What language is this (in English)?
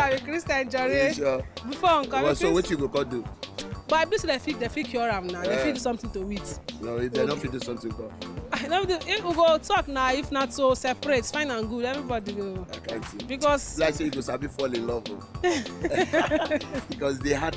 Nigerian Pidgin